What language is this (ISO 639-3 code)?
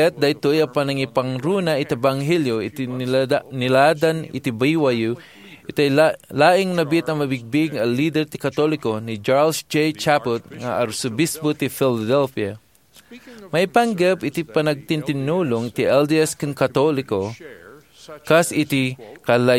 ilo